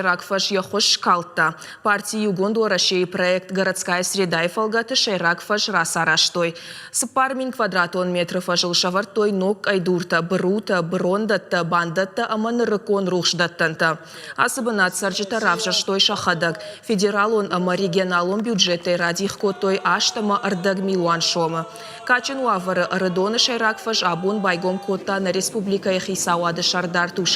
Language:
Ossetic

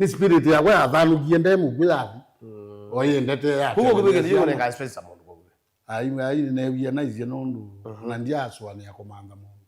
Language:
Kamba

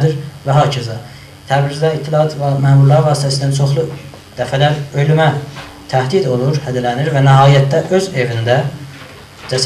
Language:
South Azerbaijani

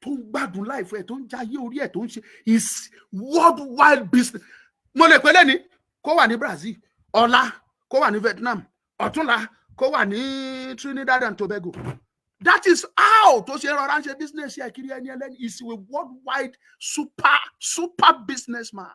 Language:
Yoruba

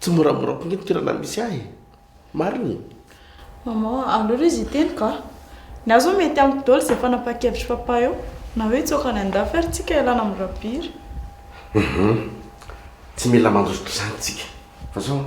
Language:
Malagasy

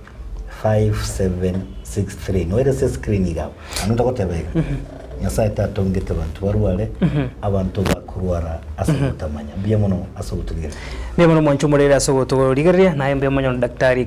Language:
Gusii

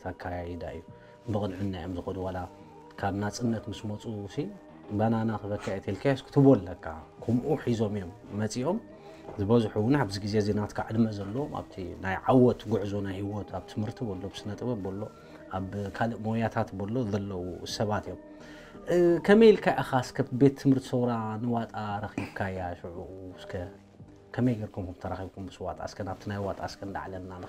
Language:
Tigrinya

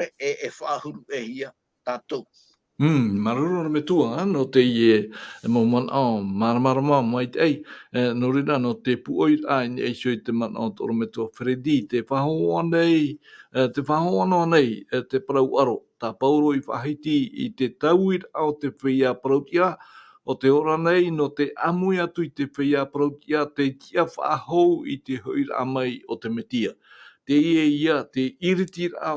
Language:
Tahitian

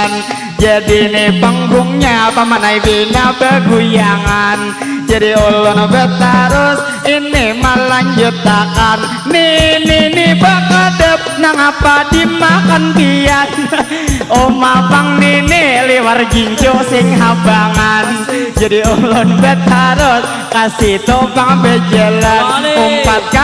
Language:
Banjar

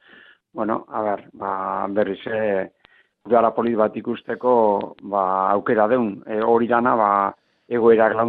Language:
Basque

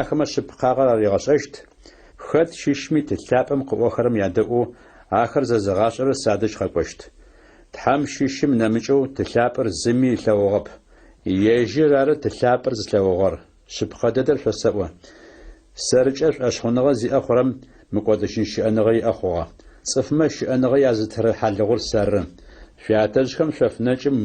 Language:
Adyghe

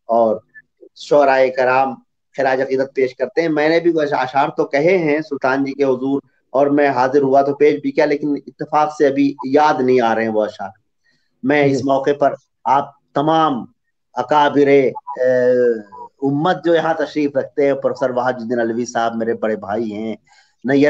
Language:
Urdu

